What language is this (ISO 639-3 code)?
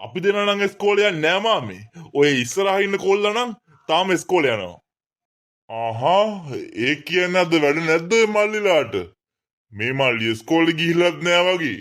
sin